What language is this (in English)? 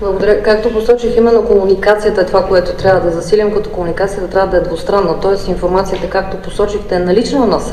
Bulgarian